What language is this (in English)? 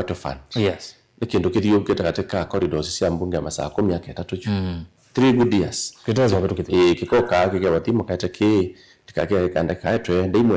Kamba